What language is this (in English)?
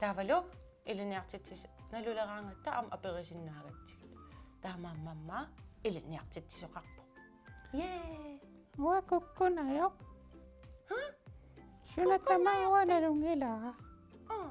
Kalaallisut